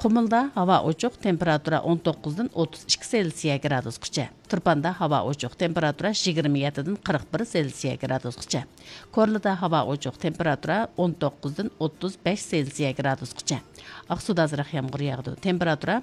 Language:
Uyghur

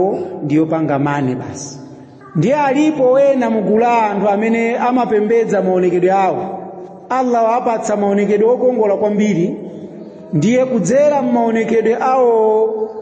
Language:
Nyanja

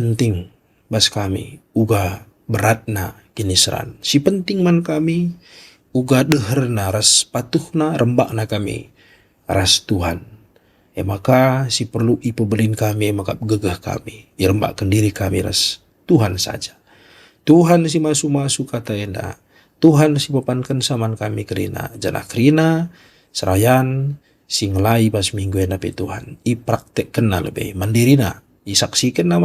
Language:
Batak Karo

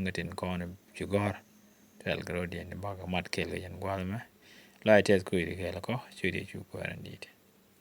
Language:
Nuer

